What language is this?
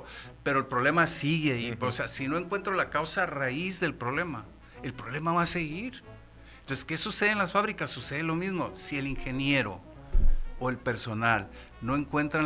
Spanish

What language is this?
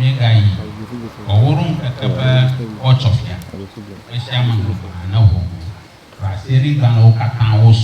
Ewe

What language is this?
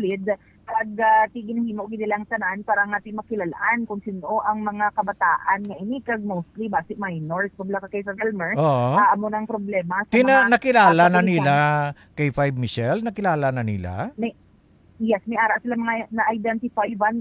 Hiligaynon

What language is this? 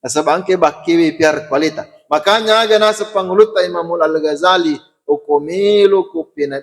Buginese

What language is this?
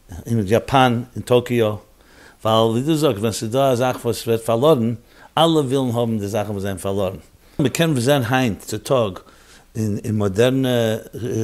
Yiddish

